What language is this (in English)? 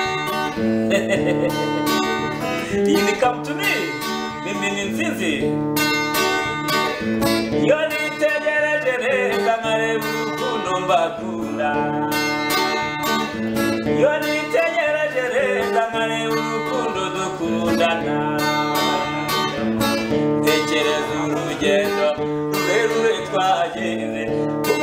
Kinyarwanda